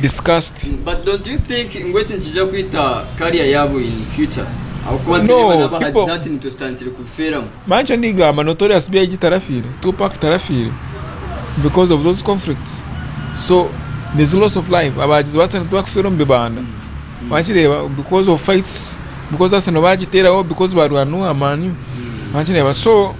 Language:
Nyankole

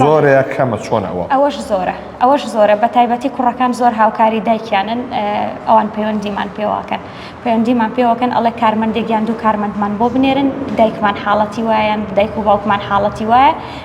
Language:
Central Kurdish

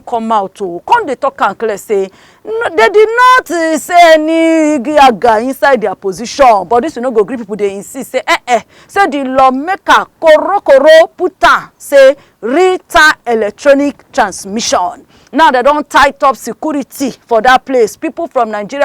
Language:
Nigerian Pidgin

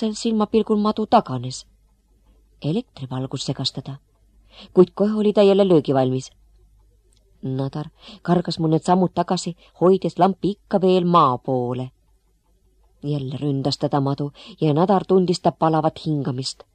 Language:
Estonian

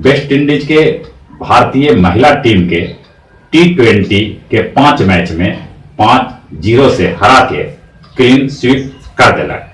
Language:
Magahi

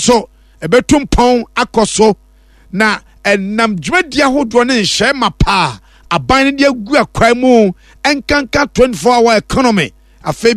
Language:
Akan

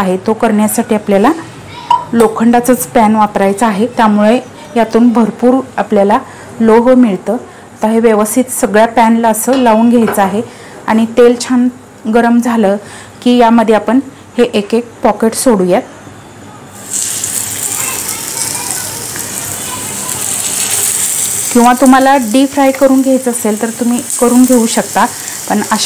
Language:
Marathi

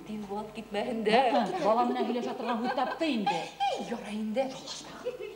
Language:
Bashkir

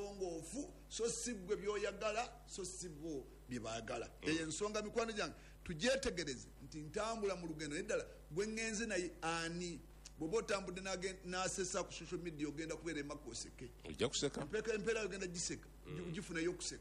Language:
Ganda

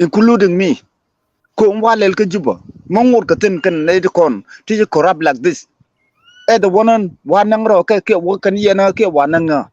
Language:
Nuer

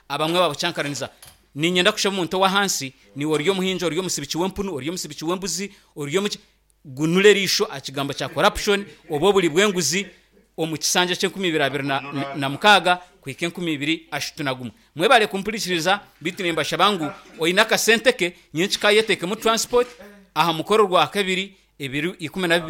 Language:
Nyankole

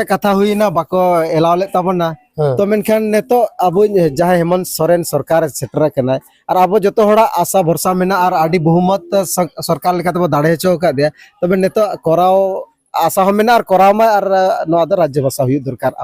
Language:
Santali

